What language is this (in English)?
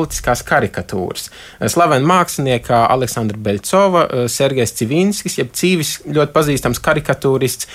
Latvian